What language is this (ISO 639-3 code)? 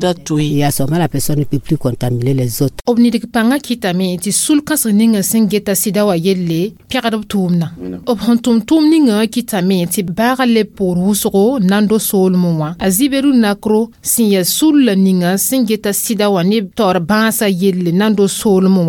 mos